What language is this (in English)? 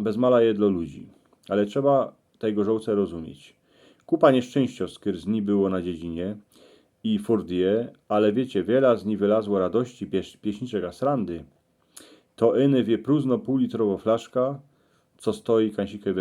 Silesian